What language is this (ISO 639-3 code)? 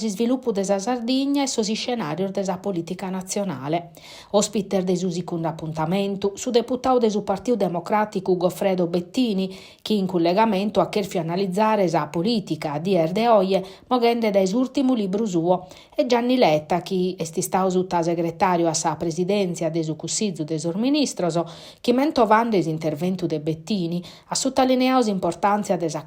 srd